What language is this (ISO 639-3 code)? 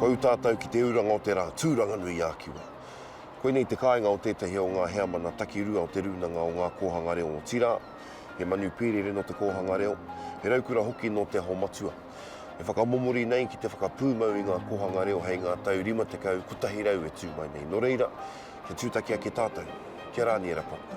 mri